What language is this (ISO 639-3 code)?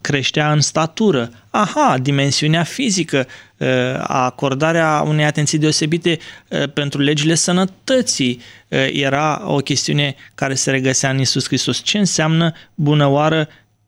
ron